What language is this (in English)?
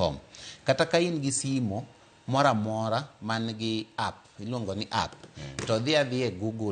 Luo (Kenya and Tanzania)